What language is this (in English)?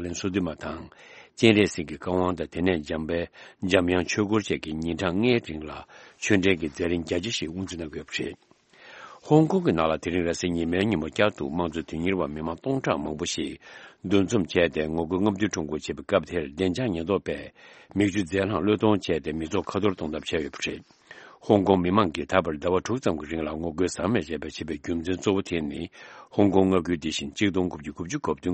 Tibetan